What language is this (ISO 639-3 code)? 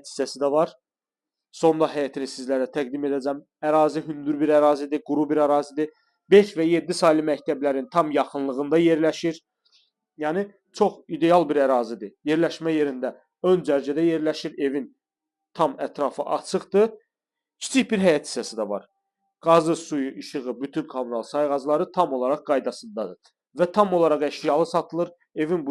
aze